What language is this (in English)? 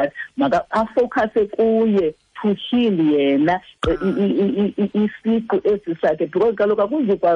Xhosa